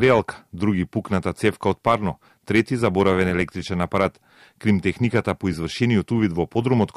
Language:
Macedonian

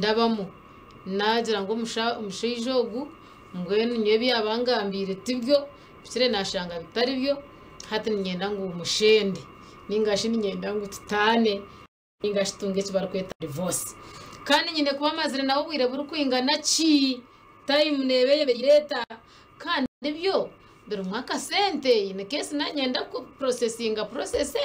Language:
Nyankole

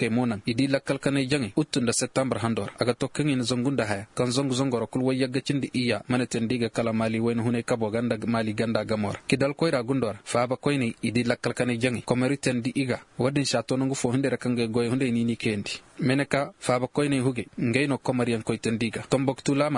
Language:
Koyraboro Senni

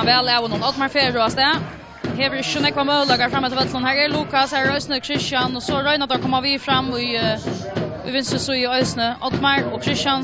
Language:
Faroese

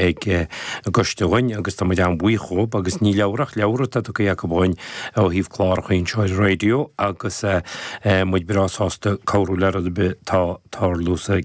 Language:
Irish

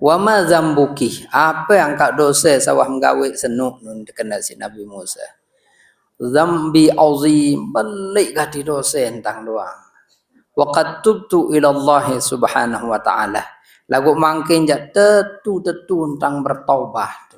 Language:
Sasak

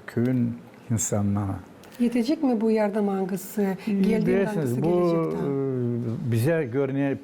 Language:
Gagauz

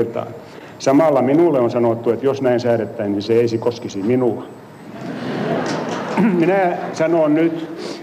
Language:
Finnish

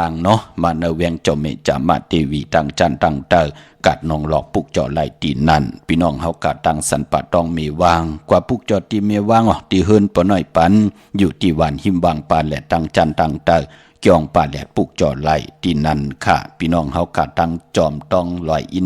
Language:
Shan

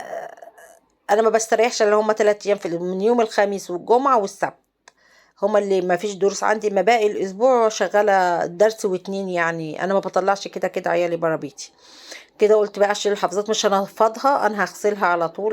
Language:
Egyptian Arabic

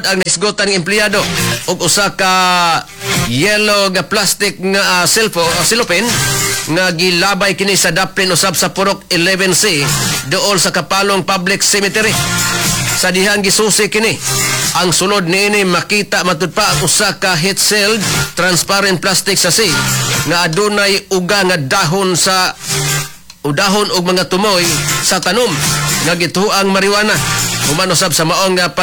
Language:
Cebuano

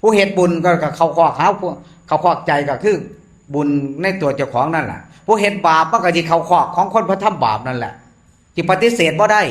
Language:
Northeastern Thai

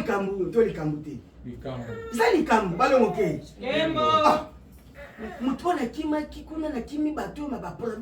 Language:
Lingala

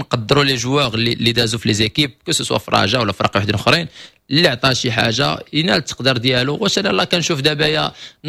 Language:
Moroccan Arabic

